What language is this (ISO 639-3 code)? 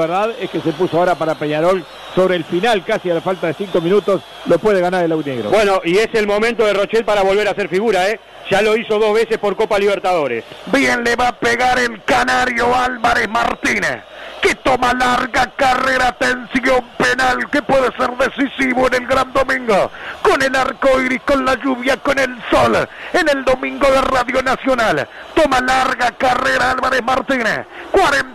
spa